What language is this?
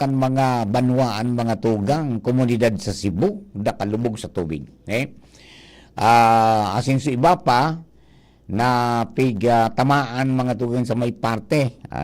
Bikol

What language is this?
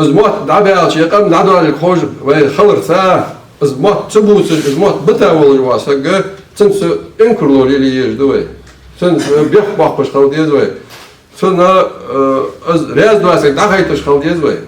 Ingush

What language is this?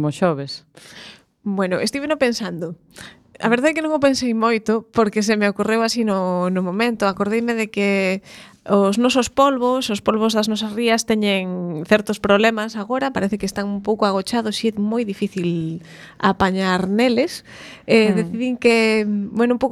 Galician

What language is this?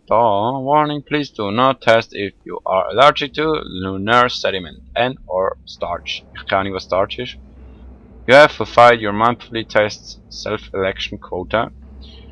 Swiss German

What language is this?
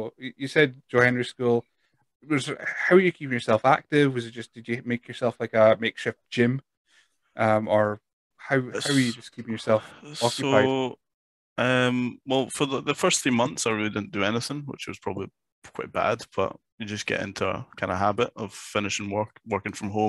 English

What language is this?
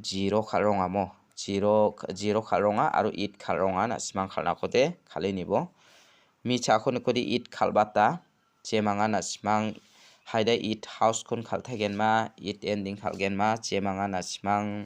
Garo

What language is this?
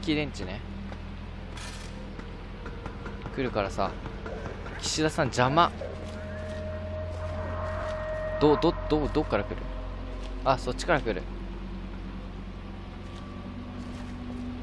Japanese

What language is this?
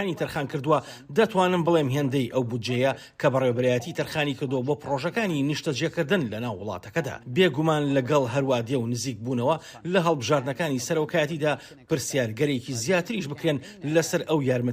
Central Kurdish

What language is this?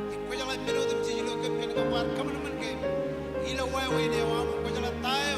Marshallese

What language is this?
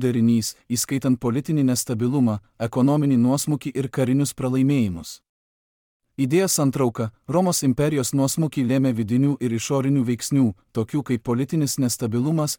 Lithuanian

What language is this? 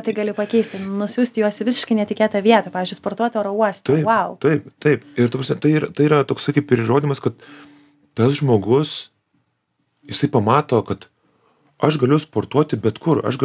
Lithuanian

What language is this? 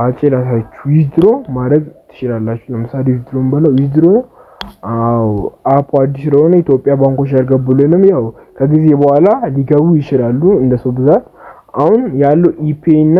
Amharic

